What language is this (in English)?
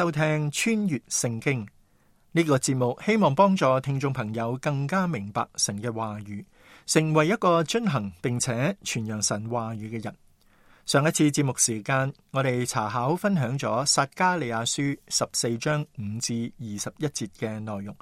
Cantonese